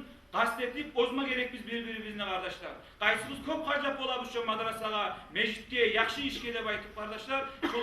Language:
Kumyk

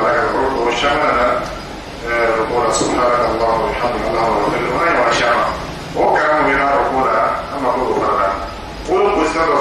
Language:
Dyula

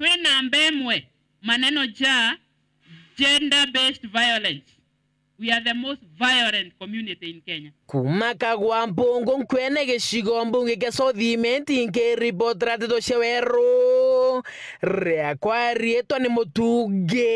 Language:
Meru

